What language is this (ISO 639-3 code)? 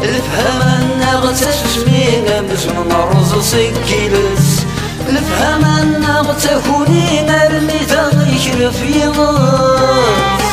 kab